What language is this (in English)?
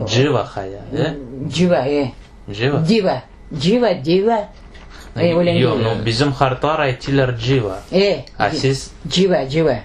Crimean Tatar